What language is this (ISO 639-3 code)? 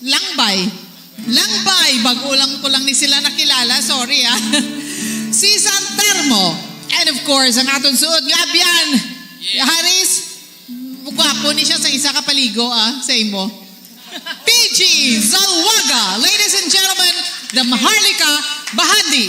hil